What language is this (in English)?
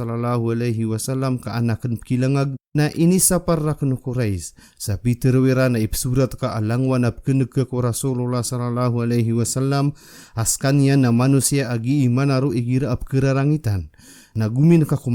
Maranao